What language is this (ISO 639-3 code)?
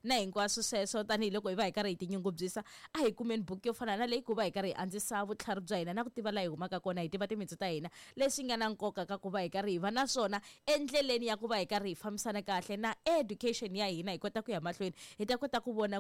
tso